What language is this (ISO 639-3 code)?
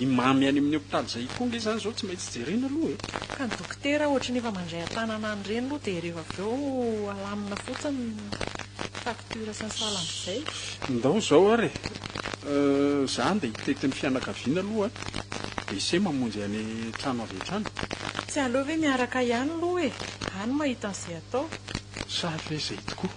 mlg